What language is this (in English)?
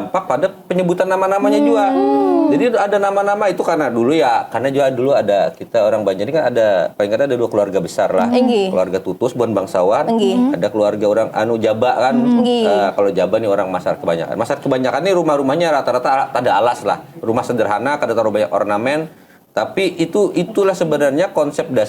Banjar